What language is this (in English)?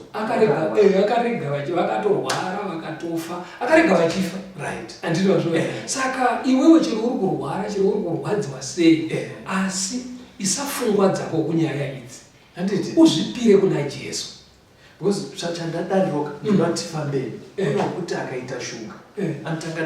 Shona